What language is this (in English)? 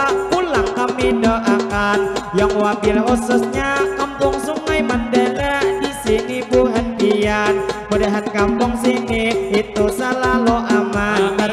Banjar